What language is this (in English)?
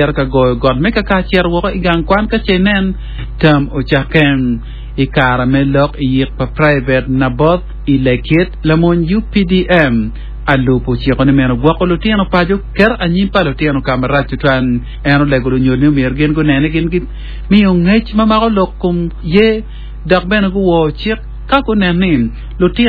Acoli